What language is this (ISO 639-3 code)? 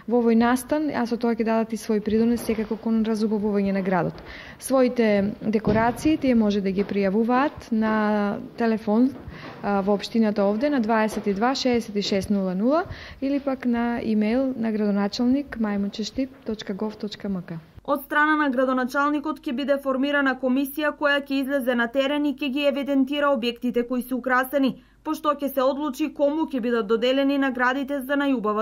mkd